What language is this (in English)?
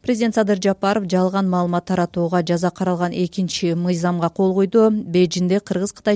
Kyrgyz